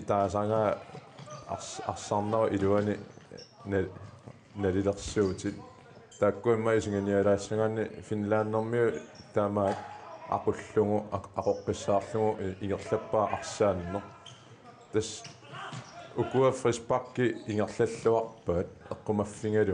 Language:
Kalaallisut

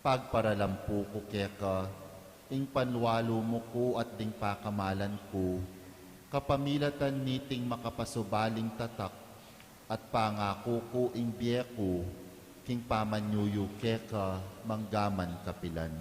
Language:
Pampanga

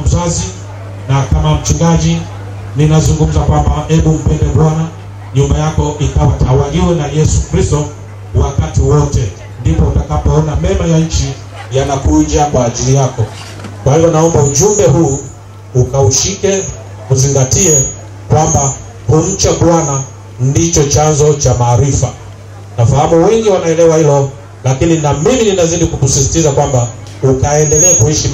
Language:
Swahili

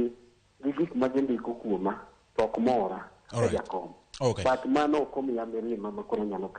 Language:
Luo (Kenya and Tanzania)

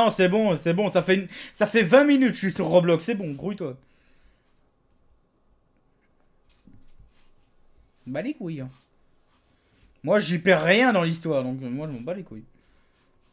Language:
French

